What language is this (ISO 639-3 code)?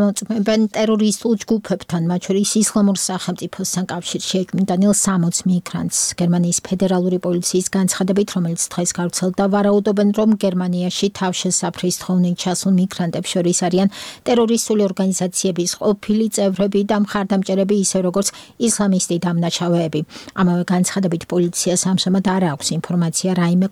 kat